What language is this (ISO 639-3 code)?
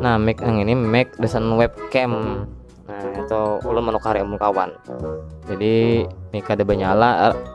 bjn